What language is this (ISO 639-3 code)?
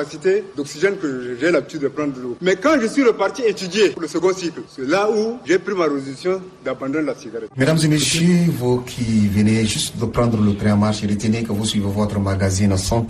fra